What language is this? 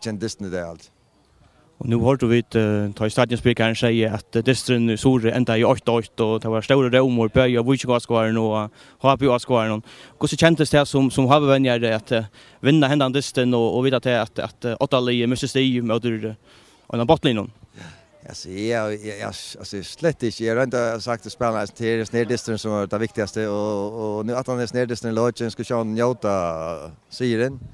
Faroese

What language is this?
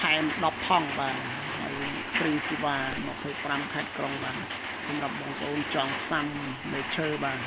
Khmer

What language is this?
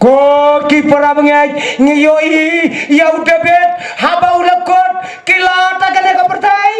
Khasi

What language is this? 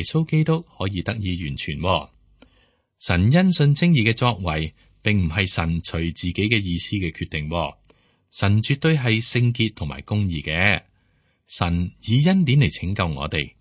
Cantonese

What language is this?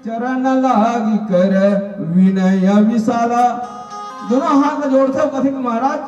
Chhattisgarhi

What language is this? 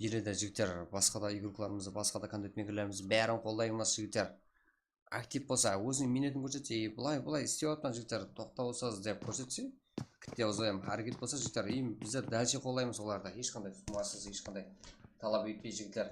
Kara-Kalpak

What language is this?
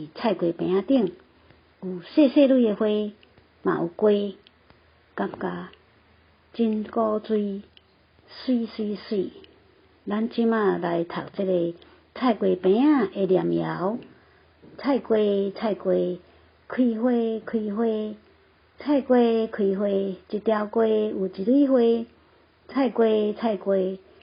Min Nan Chinese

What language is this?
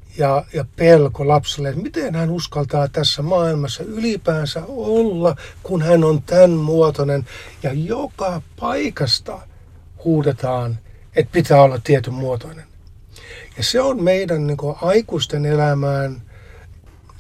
Finnish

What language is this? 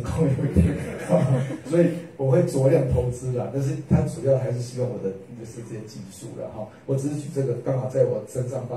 Chinese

